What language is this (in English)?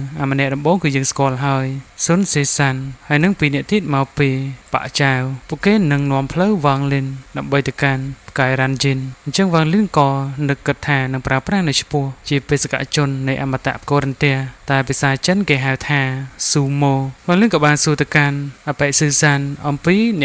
Khmer